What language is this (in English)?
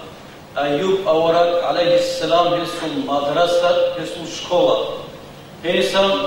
Avaric